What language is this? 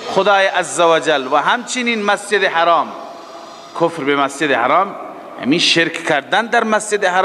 Persian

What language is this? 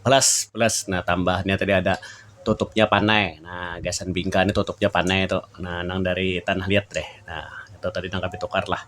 Banjar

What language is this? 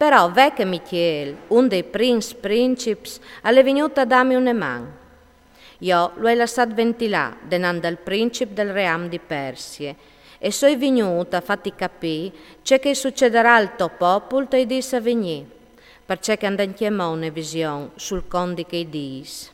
Friulian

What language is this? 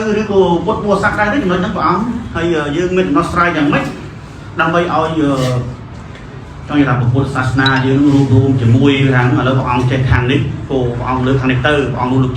Khmer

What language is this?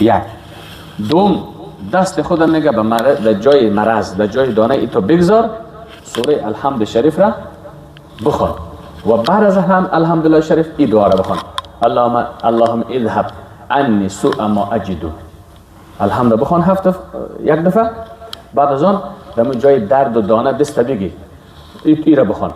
Persian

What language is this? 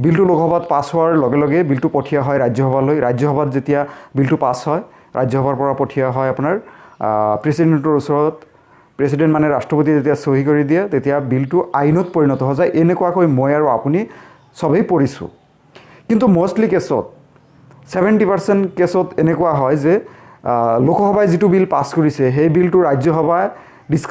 Assamese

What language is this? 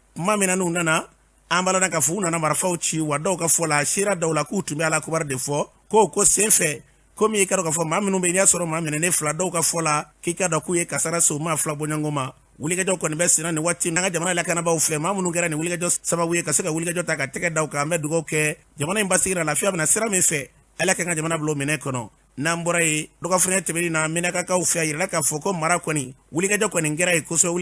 Bambara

